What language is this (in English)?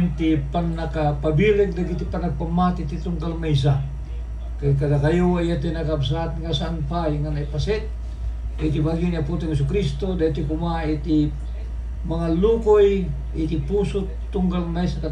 Iloko